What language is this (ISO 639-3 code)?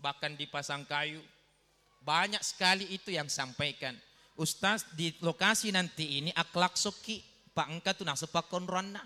bug